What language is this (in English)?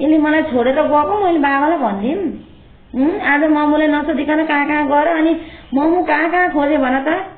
Nepali